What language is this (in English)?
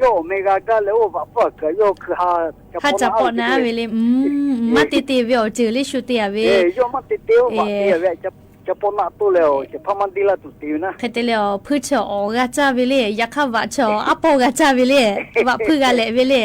Lahu